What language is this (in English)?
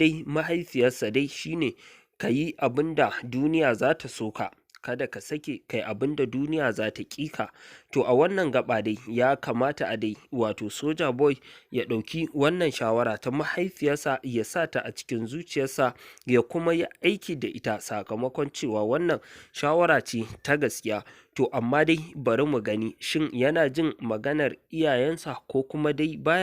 Hausa